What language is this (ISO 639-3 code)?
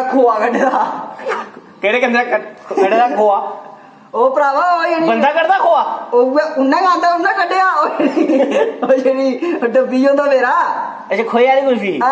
doi